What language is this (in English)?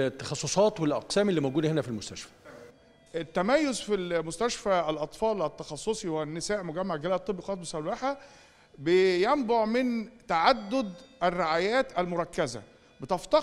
Egyptian Arabic